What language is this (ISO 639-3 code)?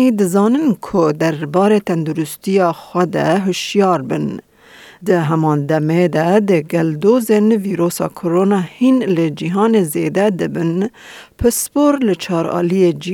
kur